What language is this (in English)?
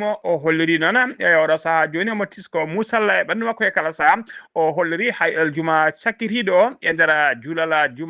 Fula